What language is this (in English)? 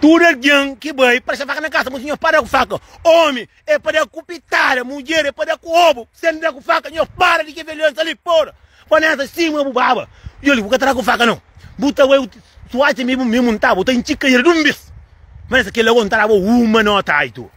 Kabuverdianu